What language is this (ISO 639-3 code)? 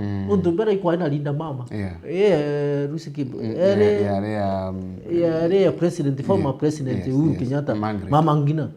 mer